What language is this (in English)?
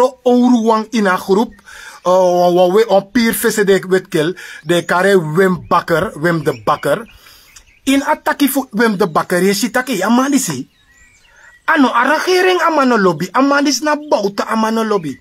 Sranan Tongo